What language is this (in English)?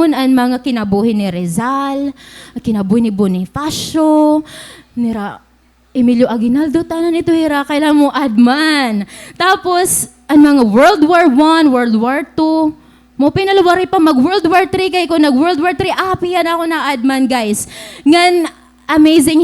Waray